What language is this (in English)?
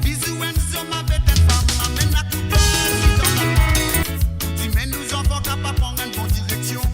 Morisyen